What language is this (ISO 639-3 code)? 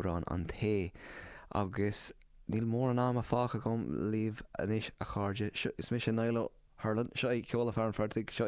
gle